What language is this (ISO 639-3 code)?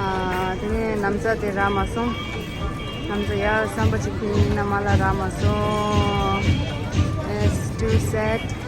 bod